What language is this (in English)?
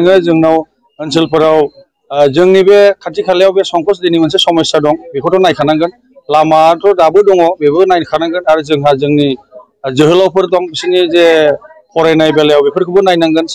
Bodo